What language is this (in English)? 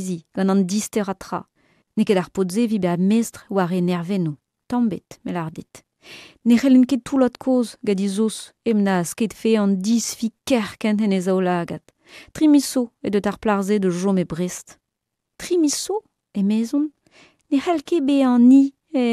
Breton